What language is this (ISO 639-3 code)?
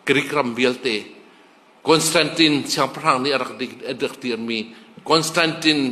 cnh